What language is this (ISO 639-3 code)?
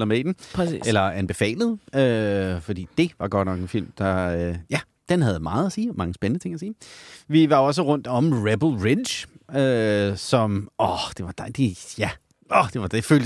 dan